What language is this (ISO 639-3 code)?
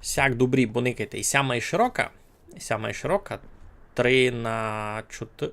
rue